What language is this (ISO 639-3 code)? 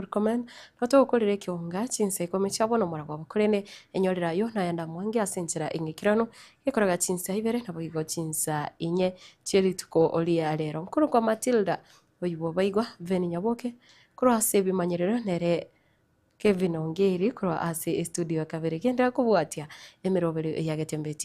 guz